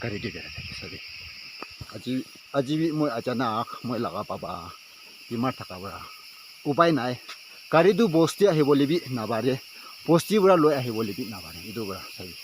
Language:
Naga Pidgin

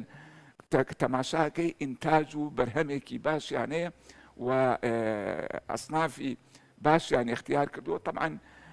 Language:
Central Kurdish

